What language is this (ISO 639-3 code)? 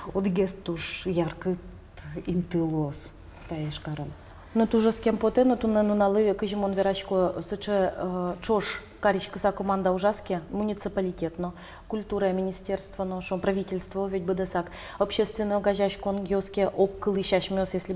udm